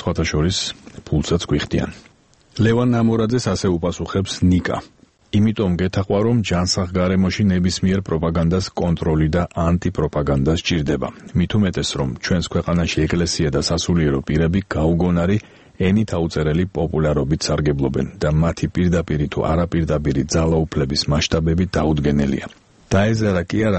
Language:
Georgian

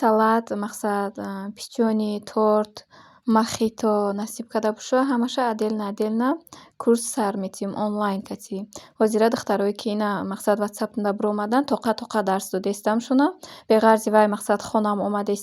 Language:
Tajik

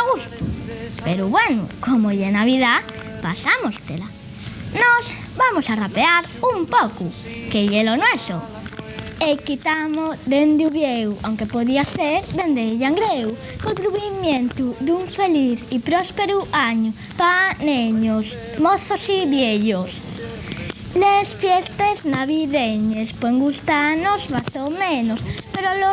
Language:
Asturian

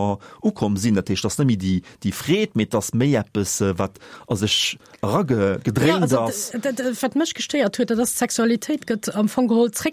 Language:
Luxembourgish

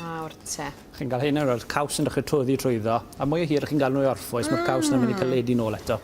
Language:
Welsh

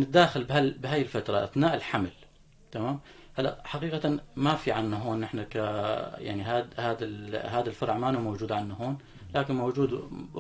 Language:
North Levantine Arabic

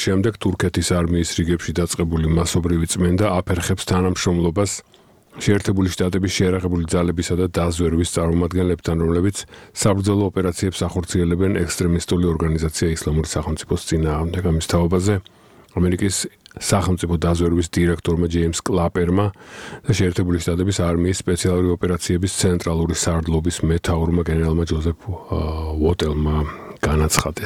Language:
Georgian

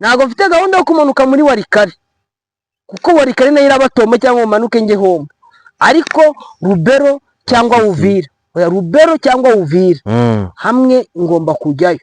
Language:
Kinyarwanda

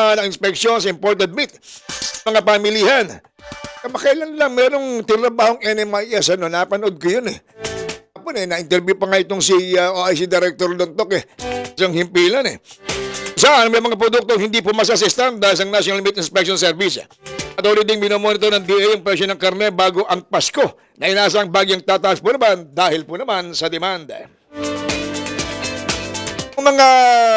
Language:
Filipino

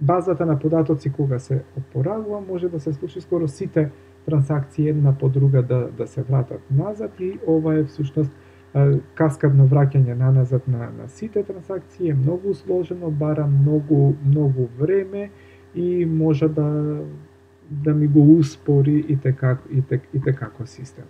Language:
Macedonian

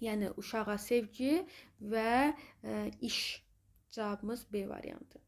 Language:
Azerbaijani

